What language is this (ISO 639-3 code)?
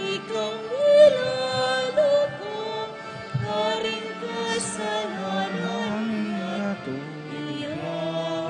pam